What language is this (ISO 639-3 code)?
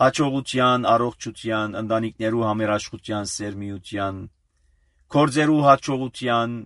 hye